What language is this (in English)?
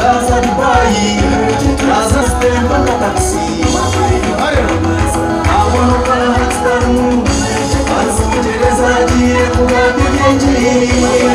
Kinyarwanda